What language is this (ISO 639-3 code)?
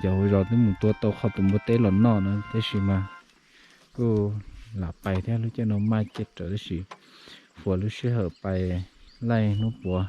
hmn